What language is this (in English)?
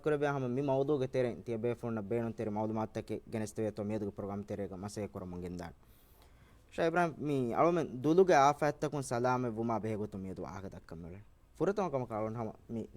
Divehi